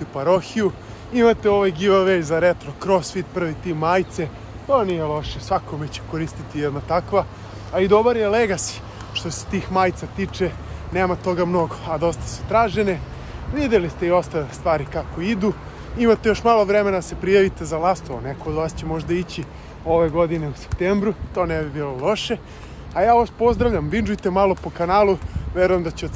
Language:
Serbian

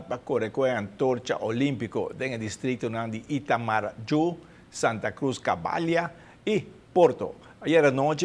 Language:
Papiamento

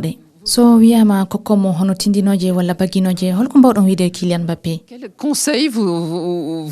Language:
Fula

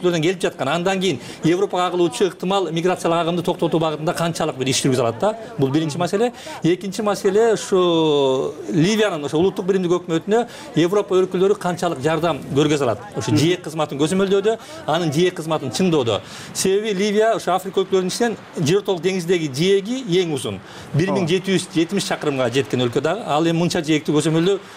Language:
Kyrgyz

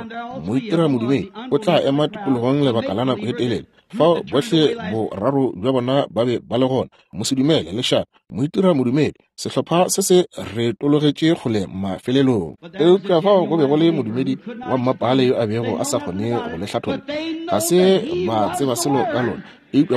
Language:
Northern Sotho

